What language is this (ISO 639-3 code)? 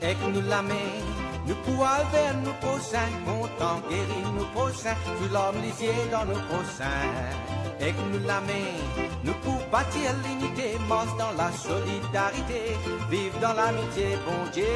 mfe